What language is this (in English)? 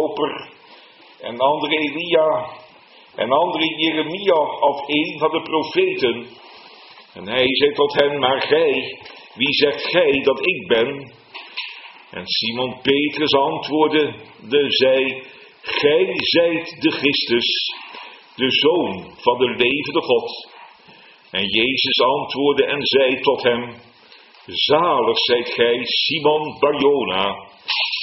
Dutch